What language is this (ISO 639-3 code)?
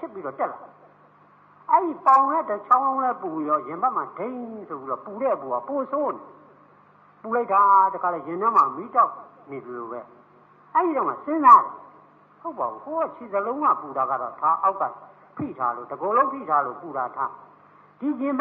mya